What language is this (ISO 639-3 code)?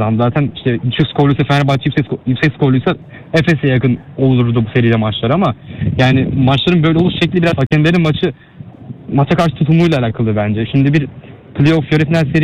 tur